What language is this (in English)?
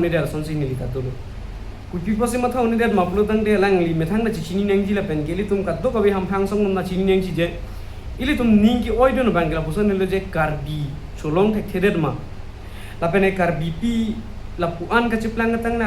Karbi